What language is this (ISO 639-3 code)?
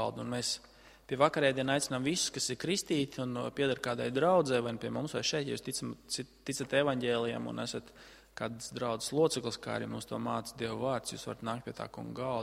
lav